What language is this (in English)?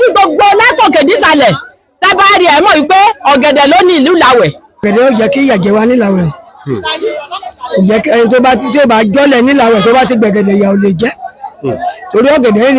Yoruba